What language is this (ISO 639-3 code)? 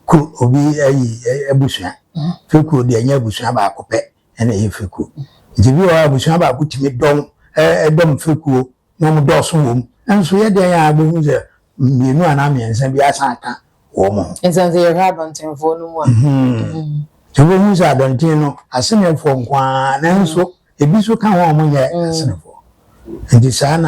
aka